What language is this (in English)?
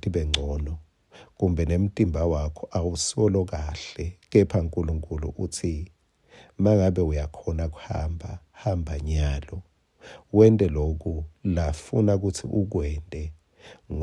Swati